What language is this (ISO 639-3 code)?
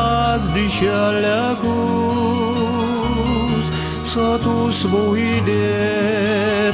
udm